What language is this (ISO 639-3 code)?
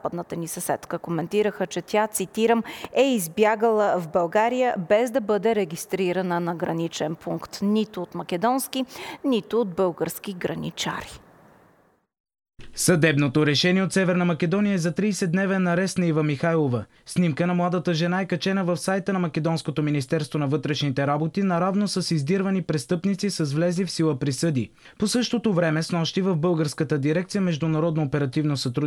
bul